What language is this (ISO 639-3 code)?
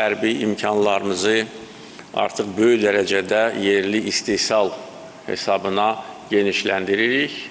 aze